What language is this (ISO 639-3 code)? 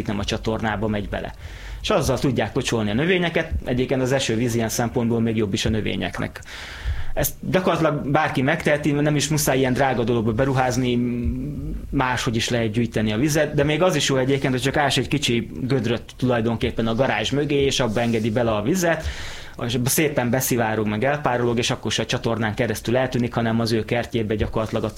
hun